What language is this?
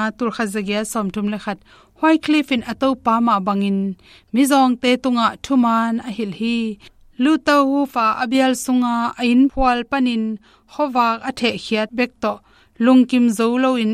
Tedim Chin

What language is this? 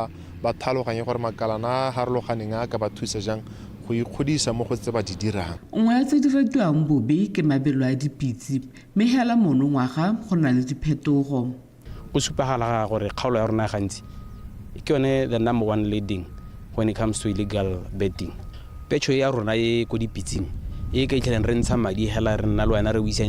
Tswana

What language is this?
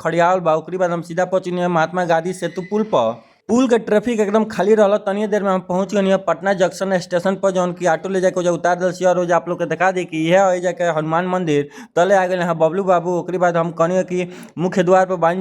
Bhojpuri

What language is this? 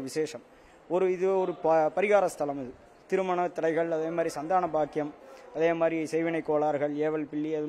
Tamil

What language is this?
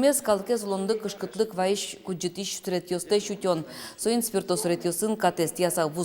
Udmurt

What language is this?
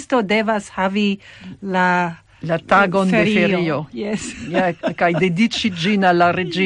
Esperanto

